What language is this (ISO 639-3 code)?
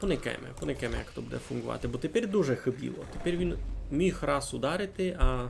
rue